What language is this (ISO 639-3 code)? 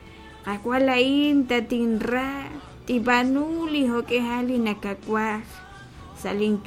kek